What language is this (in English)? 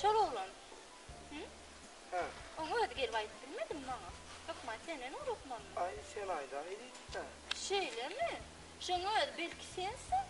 Turkmen